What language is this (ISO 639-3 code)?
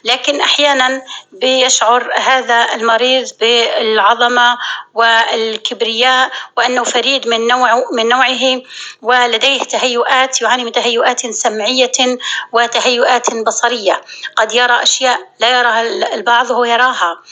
apc